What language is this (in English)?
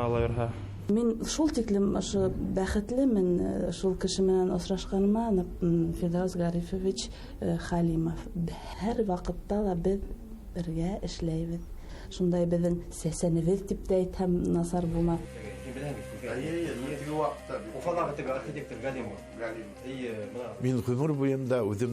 Bashkir